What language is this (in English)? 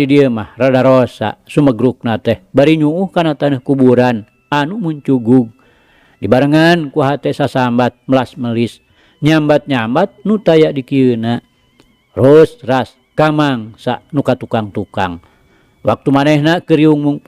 Sundanese